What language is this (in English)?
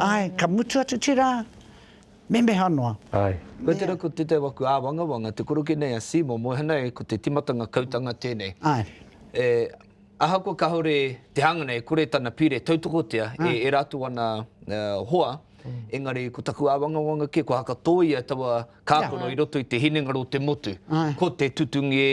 Māori